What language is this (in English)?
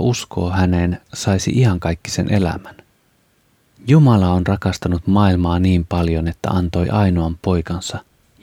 Finnish